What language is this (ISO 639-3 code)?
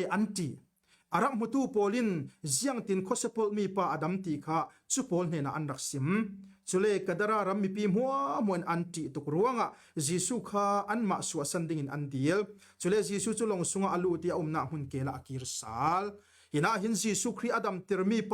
cfm